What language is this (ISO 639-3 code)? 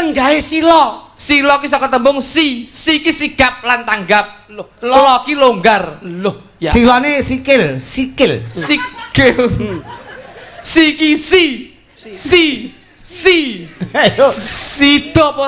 jav